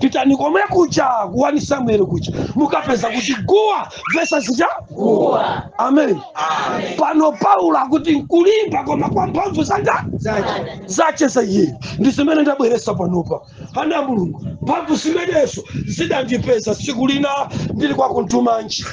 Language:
Nyanja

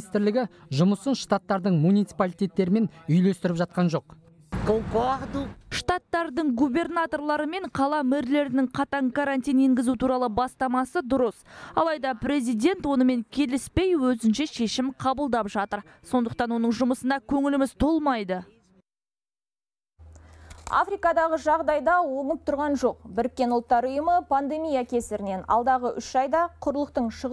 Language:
Kazakh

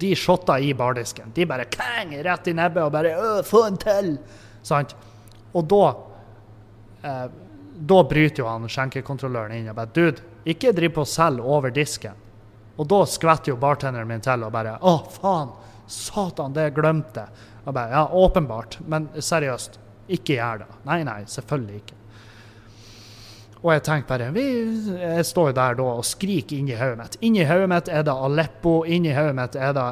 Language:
Norwegian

